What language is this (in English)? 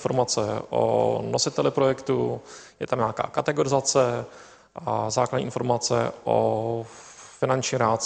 Czech